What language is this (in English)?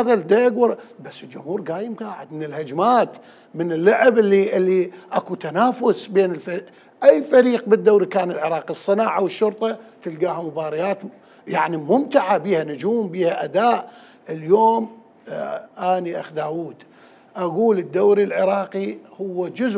Mesopotamian Arabic